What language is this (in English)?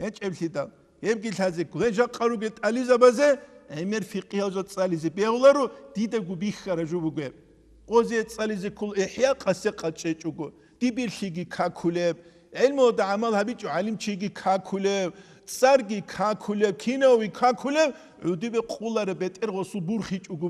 Avaric